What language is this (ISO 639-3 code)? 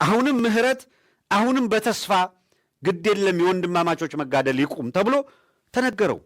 amh